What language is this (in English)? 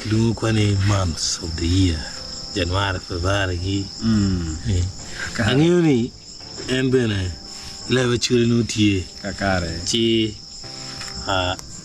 Acoli